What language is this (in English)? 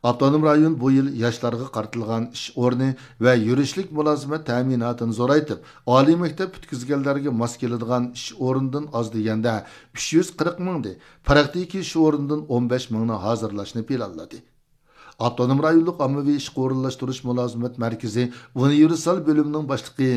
Uyghur